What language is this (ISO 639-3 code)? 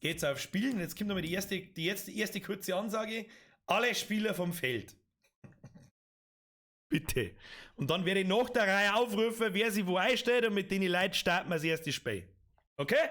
bar